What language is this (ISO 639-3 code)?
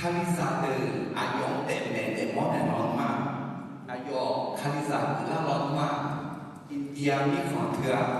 ahk